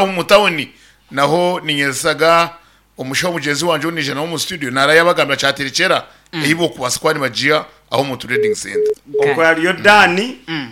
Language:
Nyankole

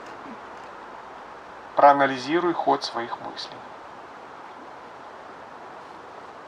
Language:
Russian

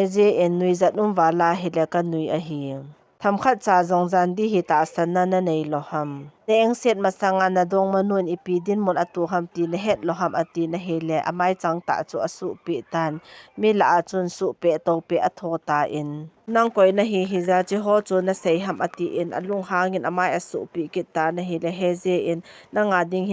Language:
Thado Chin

